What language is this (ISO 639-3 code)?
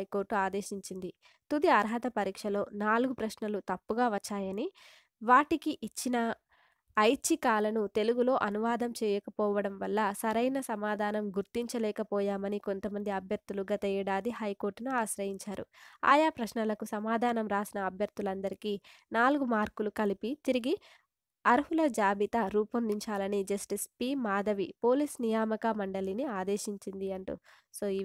tel